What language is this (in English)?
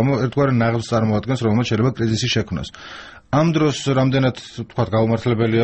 Georgian